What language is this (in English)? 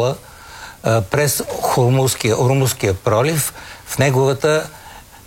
Bulgarian